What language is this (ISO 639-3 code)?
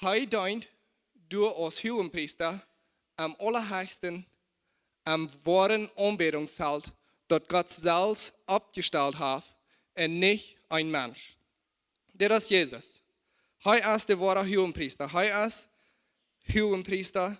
pdt